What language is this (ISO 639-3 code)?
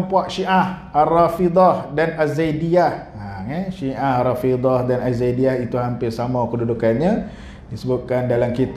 msa